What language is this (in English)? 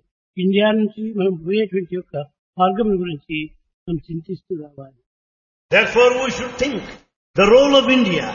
Telugu